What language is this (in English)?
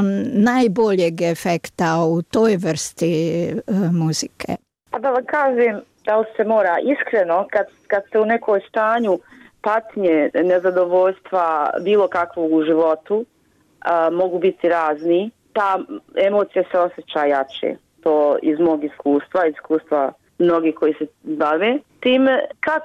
Bosnian